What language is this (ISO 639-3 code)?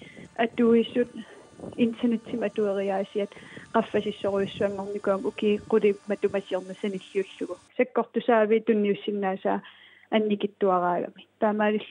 kal